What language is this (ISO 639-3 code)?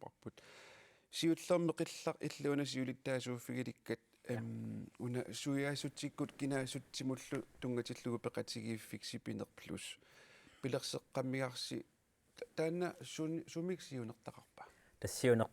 kal